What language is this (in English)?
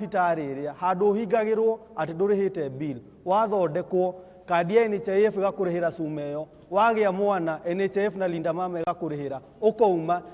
Kikuyu